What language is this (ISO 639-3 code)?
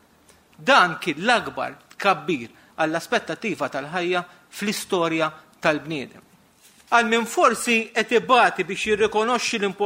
mlt